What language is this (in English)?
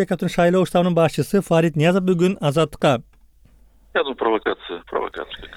Kyrgyz